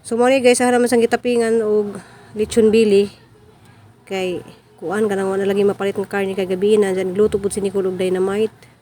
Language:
Cebuano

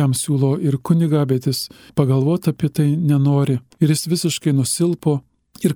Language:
Lithuanian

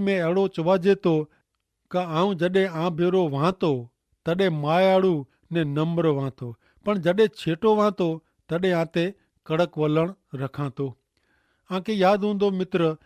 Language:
Kachhi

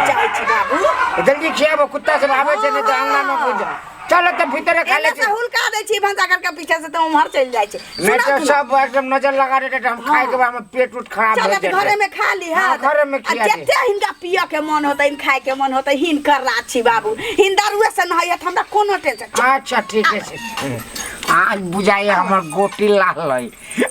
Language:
Maithili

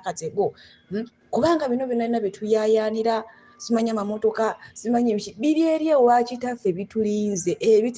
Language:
Ganda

